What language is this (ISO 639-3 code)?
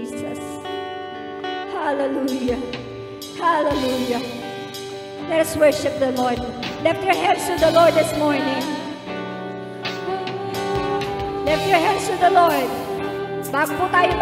fil